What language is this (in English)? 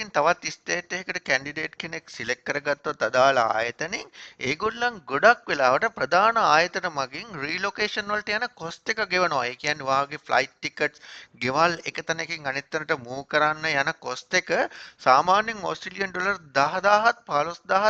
Sinhala